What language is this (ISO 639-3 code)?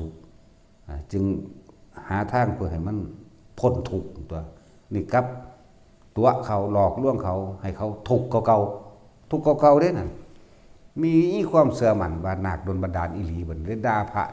tts